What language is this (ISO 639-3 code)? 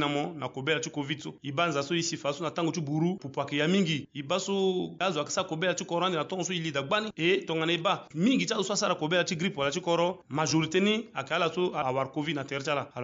sag